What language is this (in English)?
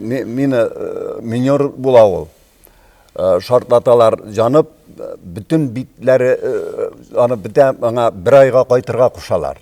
Tatar